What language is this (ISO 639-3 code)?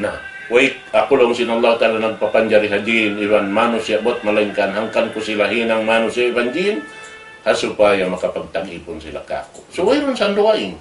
tsg